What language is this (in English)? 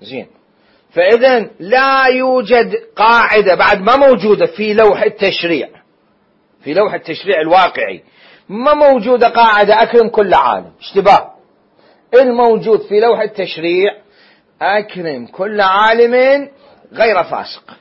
Mesopotamian Arabic